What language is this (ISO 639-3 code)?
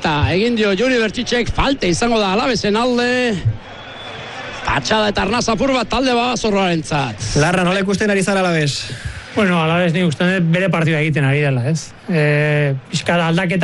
eus